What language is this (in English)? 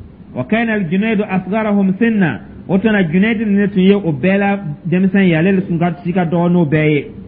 Dyula